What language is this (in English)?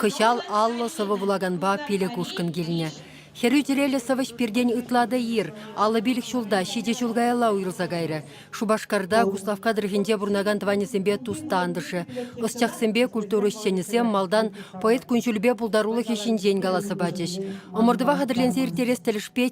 Chuvash